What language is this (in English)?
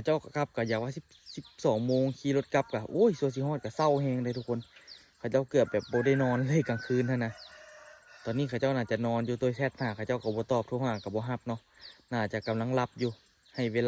Lao